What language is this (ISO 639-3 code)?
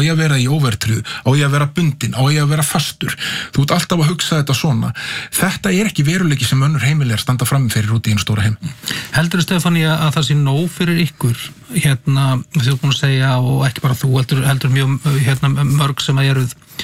isl